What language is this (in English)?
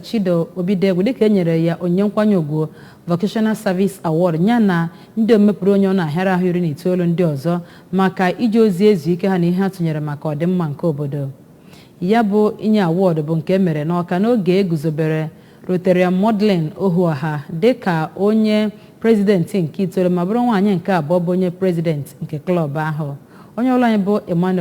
Igbo